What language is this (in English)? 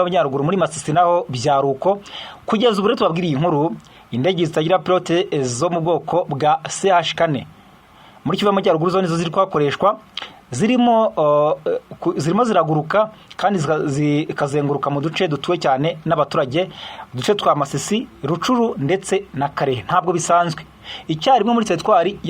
Kinyarwanda